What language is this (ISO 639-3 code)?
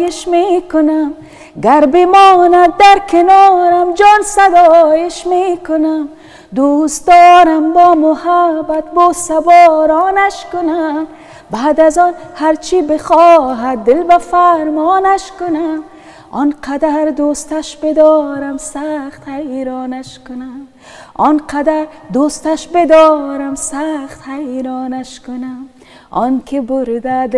tgk